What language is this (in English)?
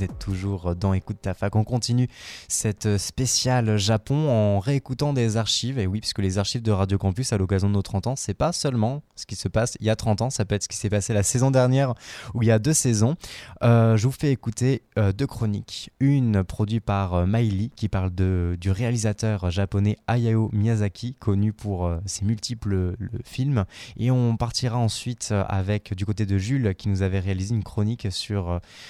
French